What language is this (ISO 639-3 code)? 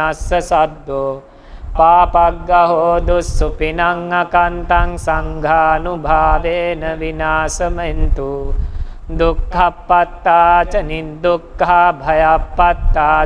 pli